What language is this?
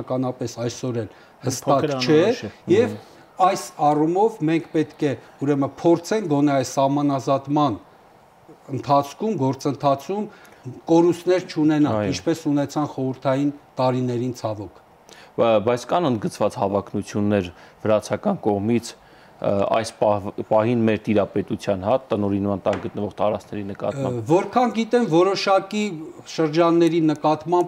Armenian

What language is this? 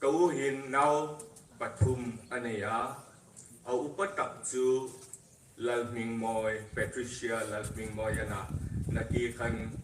Hmar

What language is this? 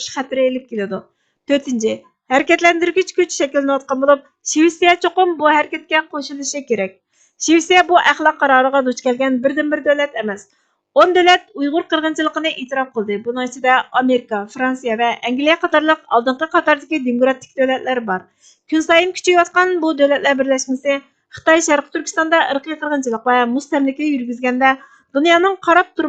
Uyghur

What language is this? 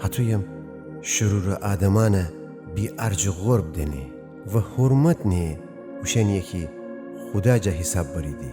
Gilaki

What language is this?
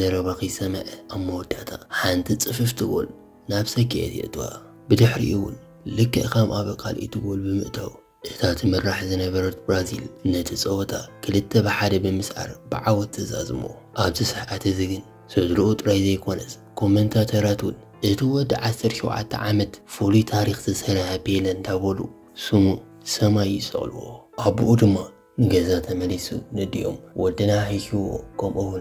Tigrinya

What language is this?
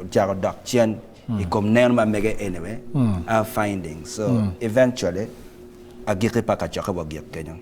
Acoli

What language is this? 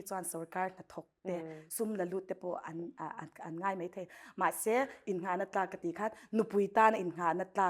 Mizo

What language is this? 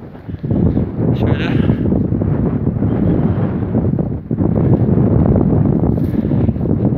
Turkish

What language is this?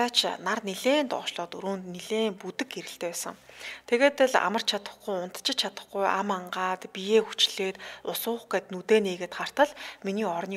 Mongolian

